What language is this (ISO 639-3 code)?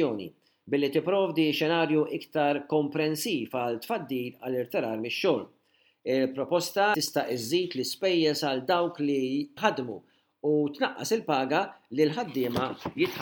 mlt